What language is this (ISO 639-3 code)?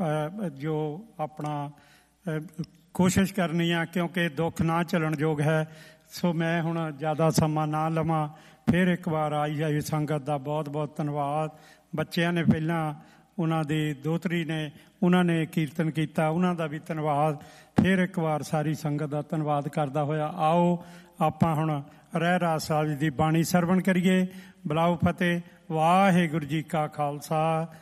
pan